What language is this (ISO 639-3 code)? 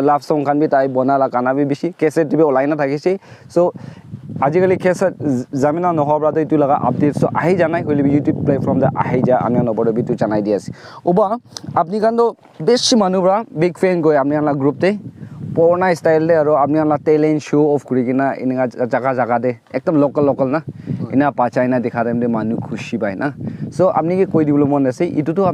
nag